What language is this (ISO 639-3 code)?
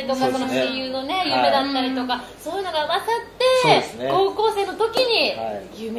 jpn